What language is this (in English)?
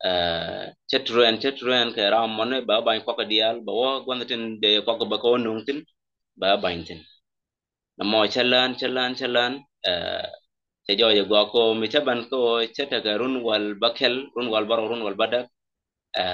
Nuer